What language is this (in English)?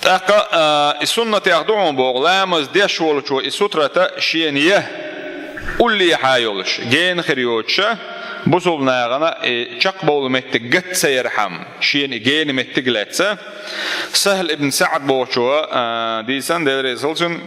Chechen